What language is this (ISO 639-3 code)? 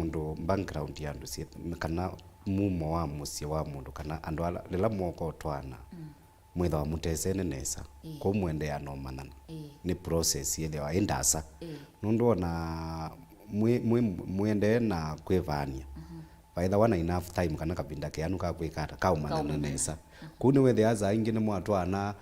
kam